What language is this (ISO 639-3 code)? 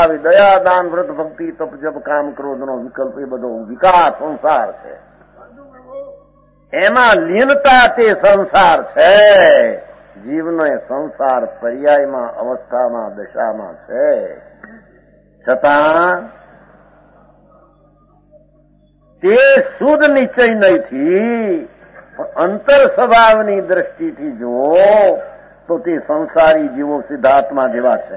guj